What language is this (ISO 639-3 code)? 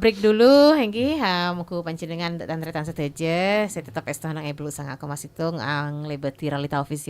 mad